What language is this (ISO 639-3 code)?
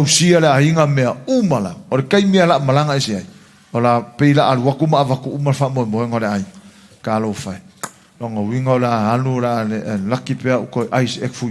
smo